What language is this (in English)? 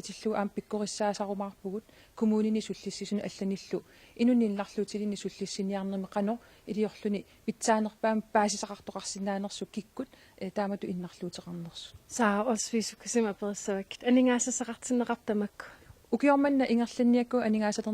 Kalaallisut